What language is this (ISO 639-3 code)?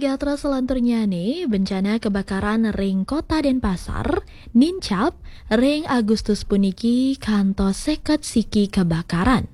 ban